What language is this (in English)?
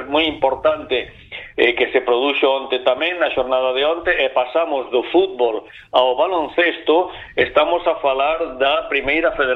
Galician